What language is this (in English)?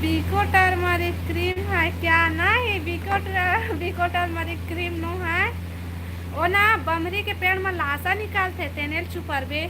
Chhattisgarhi